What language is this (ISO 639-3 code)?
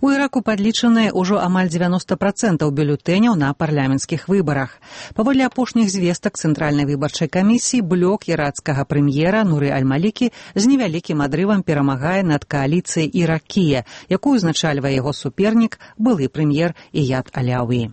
bel